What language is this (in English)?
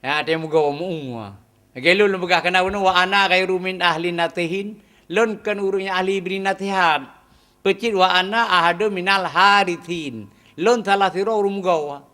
Achinese